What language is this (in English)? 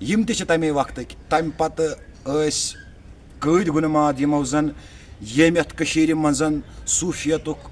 Kashmiri